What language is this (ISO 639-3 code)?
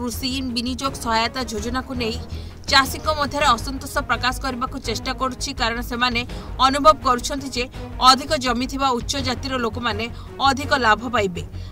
ori